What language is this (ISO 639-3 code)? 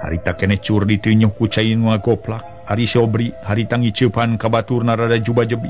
sun